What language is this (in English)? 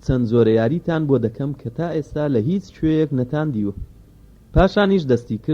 Central Kurdish